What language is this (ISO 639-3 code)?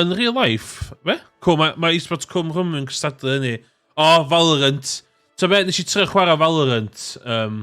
cym